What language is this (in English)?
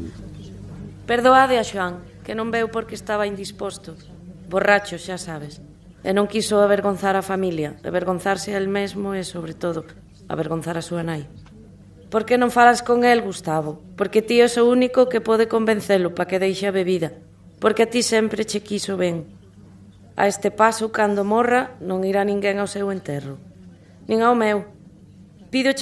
Galician